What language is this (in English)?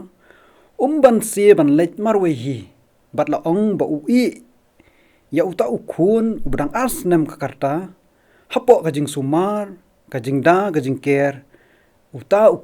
Khasi